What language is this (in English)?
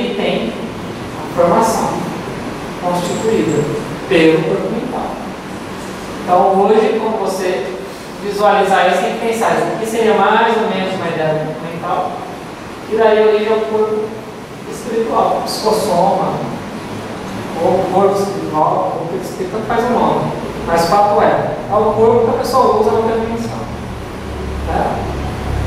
Portuguese